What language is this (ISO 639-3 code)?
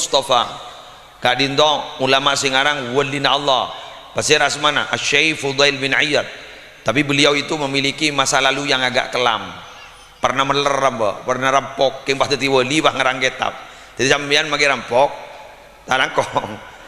mad